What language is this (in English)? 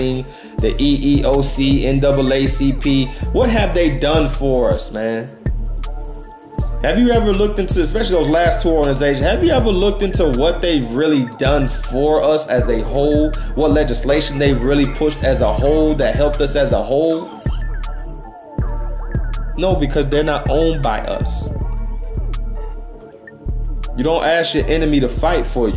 English